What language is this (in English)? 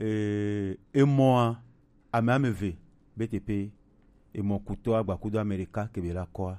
Gen